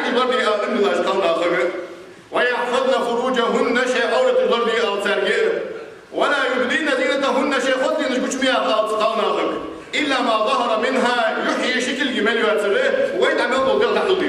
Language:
Ingush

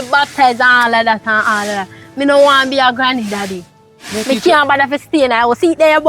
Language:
Jamaican Creole English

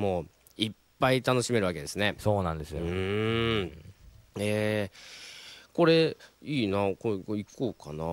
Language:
Japanese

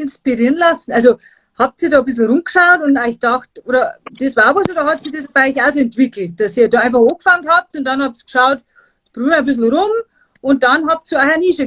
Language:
Bavarian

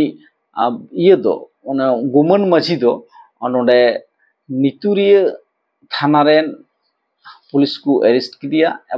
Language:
Santali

